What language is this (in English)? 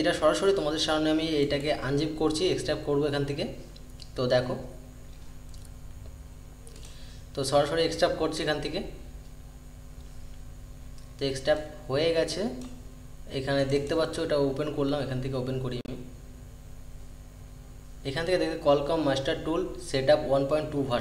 Bangla